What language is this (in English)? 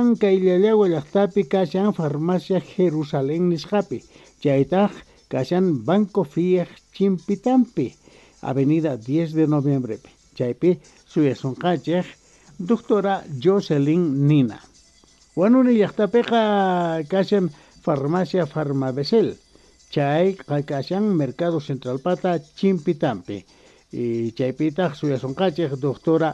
Quechua